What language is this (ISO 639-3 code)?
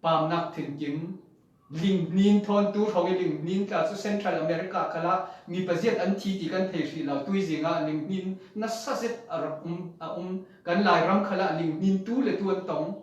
cfm